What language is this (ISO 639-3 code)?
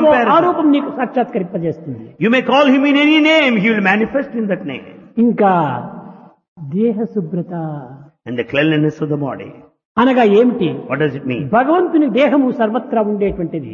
tel